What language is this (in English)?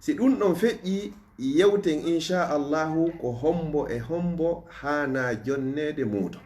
Fula